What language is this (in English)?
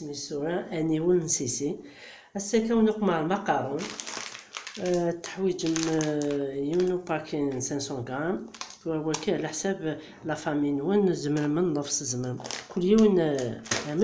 Kabyle